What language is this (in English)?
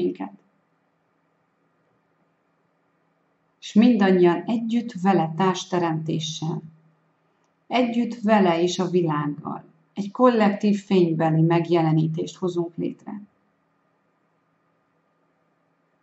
Hungarian